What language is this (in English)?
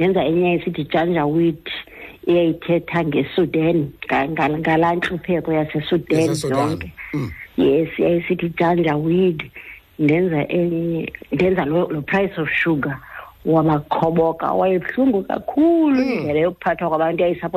Xhosa